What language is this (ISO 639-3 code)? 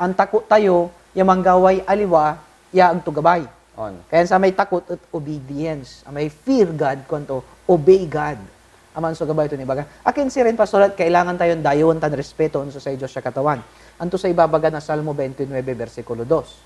pag